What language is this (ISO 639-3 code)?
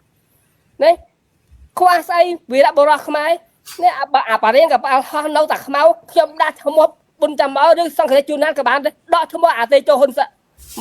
khm